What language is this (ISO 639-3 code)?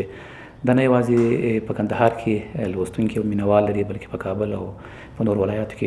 pus